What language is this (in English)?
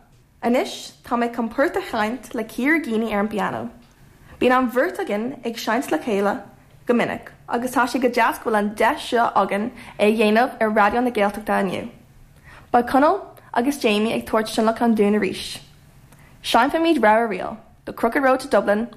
Irish